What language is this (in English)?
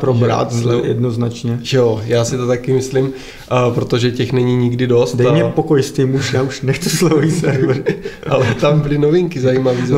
Czech